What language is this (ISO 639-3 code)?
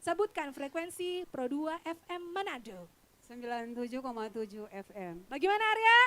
xmm